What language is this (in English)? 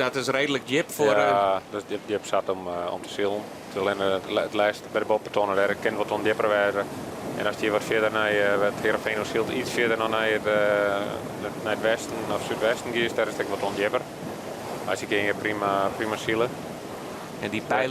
Western Frisian